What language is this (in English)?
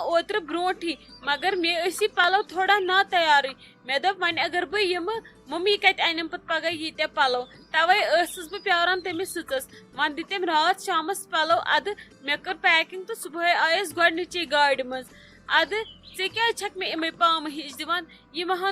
Kashmiri